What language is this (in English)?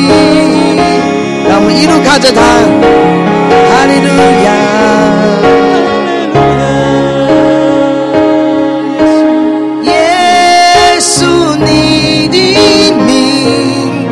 Chinese